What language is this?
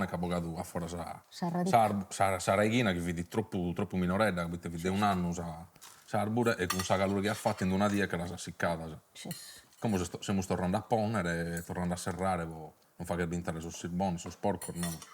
Sardinian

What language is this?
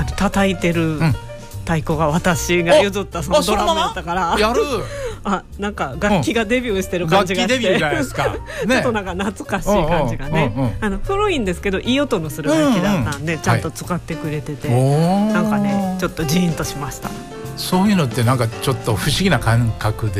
Japanese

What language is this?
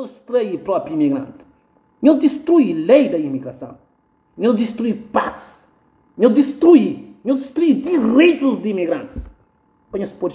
Kabuverdianu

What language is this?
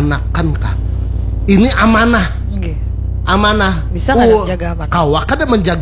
Banjar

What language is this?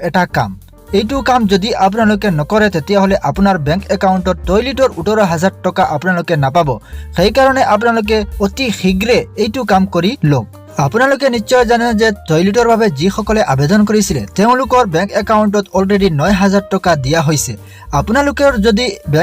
Assamese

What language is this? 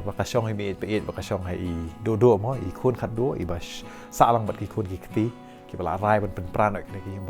Khasi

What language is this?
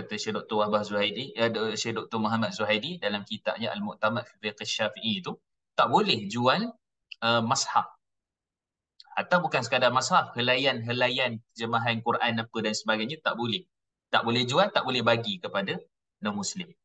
Malay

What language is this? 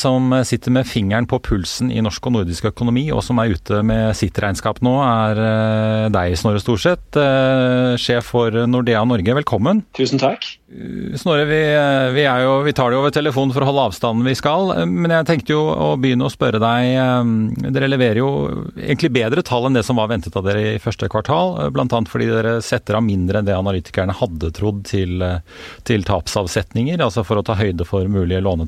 Norwegian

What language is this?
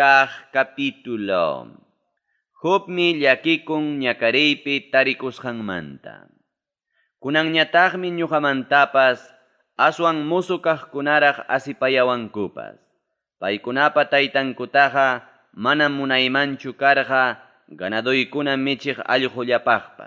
Ayacucho Quechua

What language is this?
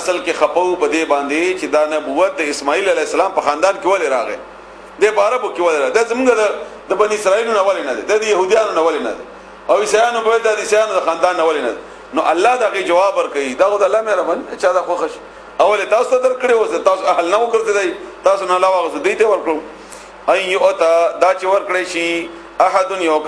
Pashto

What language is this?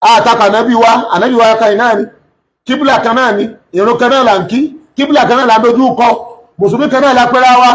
Yoruba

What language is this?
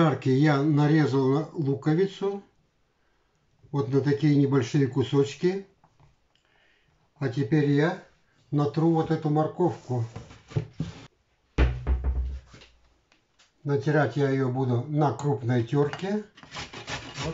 Russian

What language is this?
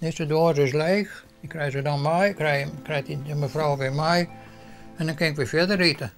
Western Frisian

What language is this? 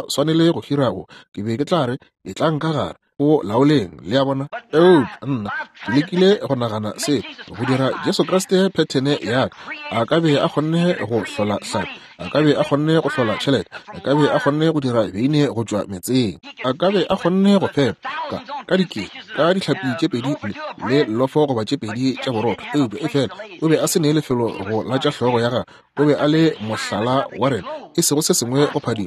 Northern Sotho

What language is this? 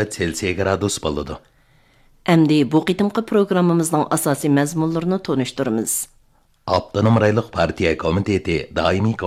Uyghur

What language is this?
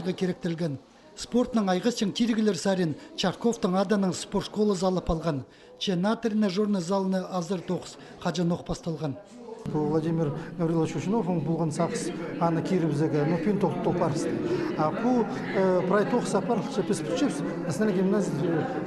Khakas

